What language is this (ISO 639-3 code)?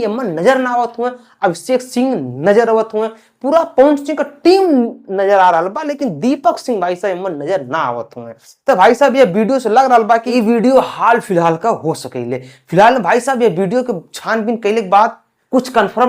bho